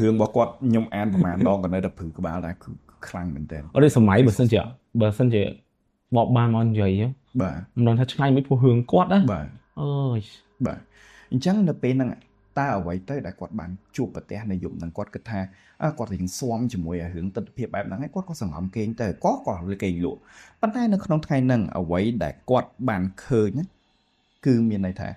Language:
Khmer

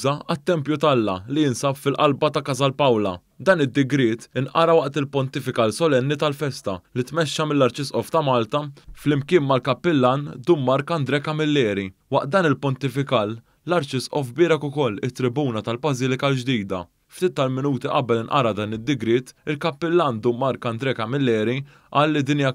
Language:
Maltese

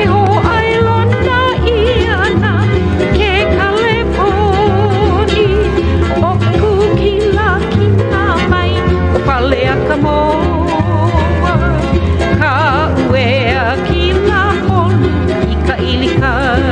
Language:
Hawaiian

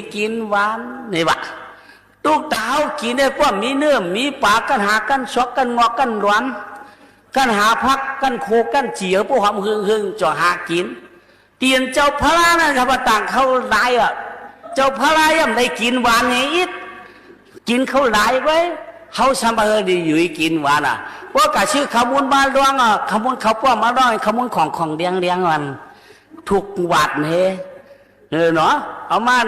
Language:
Shan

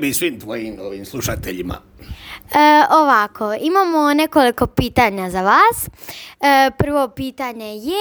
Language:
Serbian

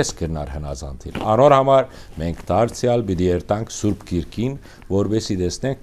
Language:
Western Armenian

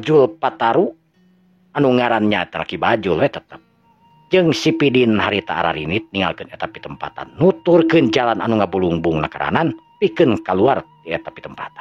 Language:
Sundanese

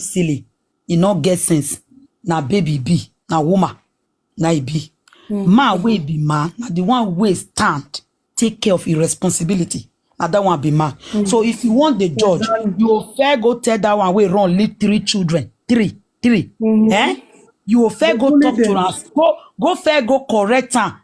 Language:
Nigerian Pidgin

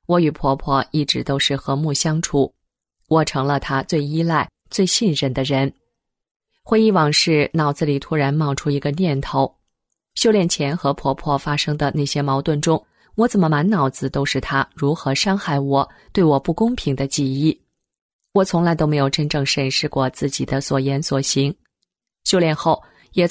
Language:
Chinese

